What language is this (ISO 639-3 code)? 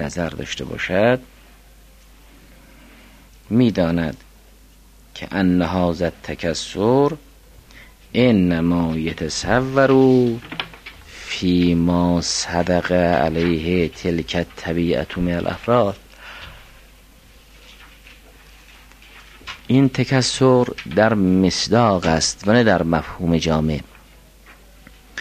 fas